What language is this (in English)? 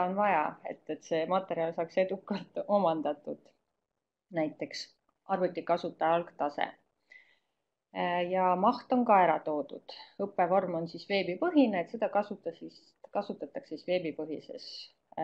Estonian